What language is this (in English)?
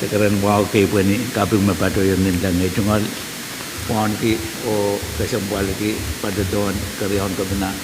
Pohnpeian